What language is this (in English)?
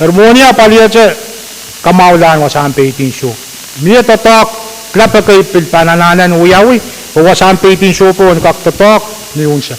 Pohnpeian